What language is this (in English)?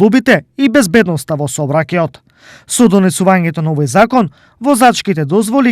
Macedonian